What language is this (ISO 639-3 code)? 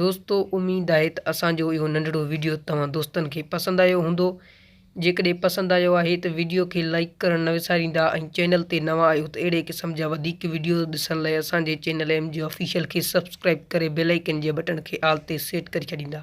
snd